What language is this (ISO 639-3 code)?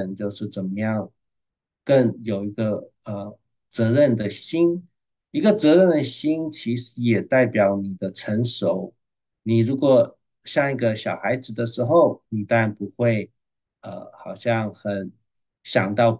zho